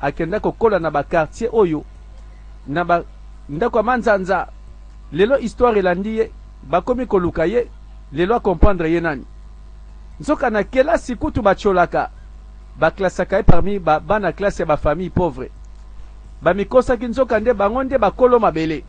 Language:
Lingala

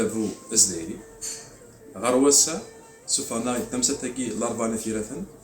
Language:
Kabyle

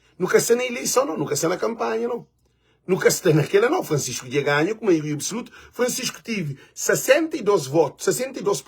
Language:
Kabuverdianu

